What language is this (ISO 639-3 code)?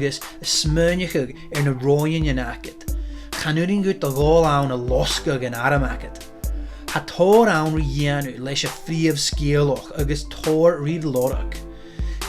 gla